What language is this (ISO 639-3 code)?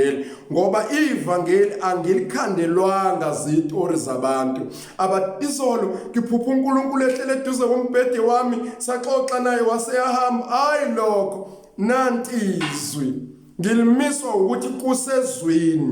zul